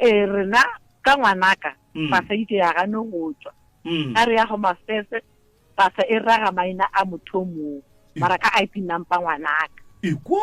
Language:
Northern Sotho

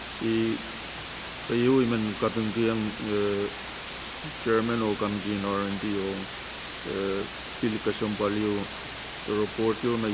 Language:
Pohnpeian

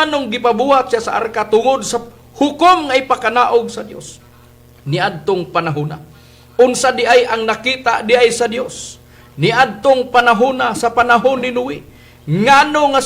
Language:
Cebuano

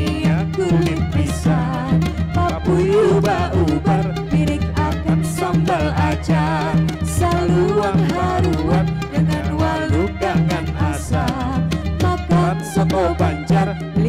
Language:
Banjar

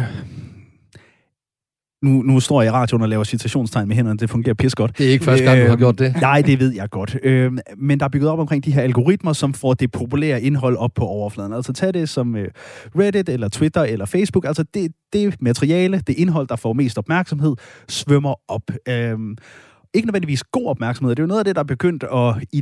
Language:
Danish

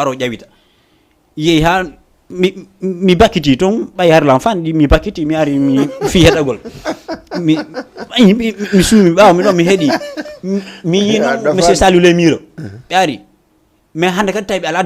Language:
Fula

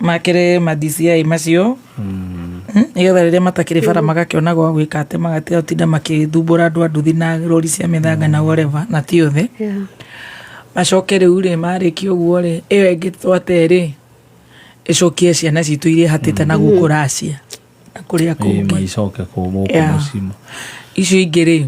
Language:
Kikuyu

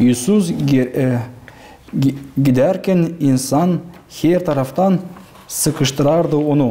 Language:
Gagauz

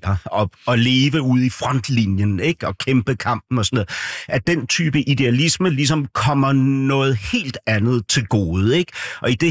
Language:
Danish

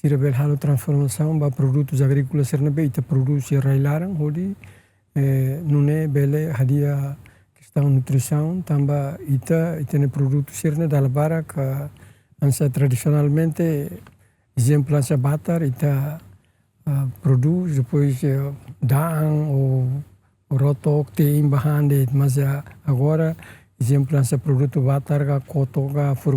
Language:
Tetum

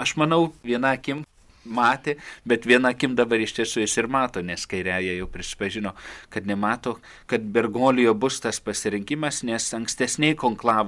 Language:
Lithuanian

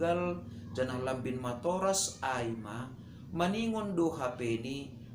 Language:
Batak Simalungun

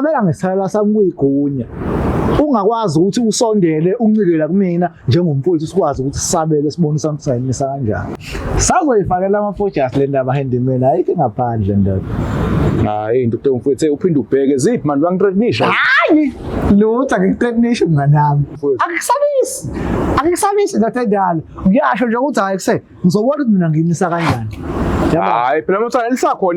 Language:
Zulu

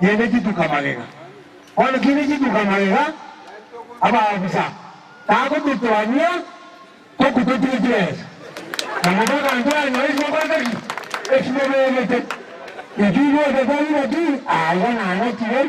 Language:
Gusii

